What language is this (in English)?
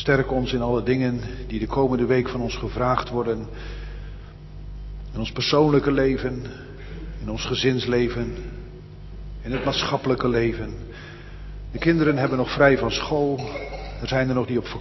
Dutch